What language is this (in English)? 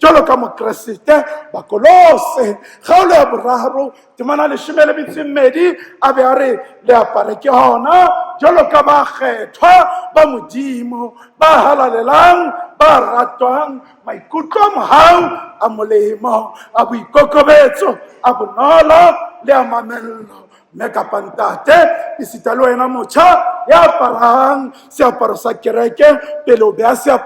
Southern Sotho